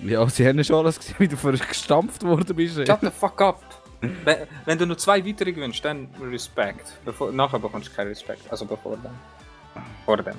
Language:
Swiss German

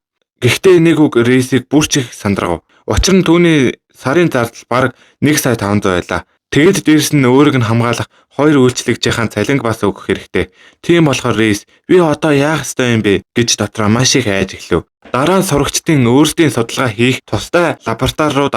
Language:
Mongolian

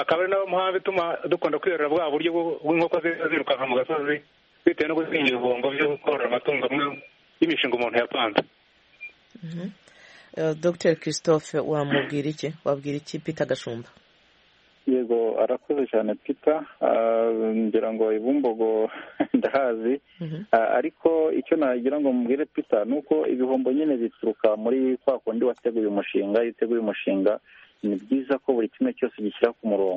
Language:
Kinyarwanda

